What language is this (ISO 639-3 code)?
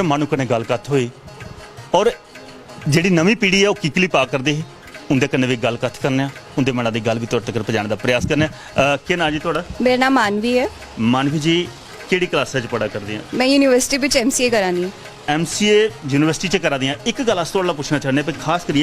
doi